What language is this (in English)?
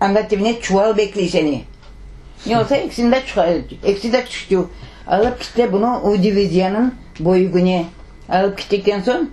Crimean Tatar